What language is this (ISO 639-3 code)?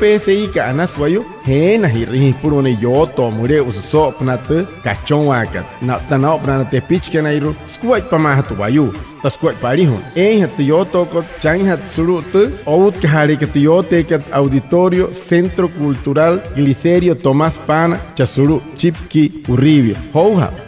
guc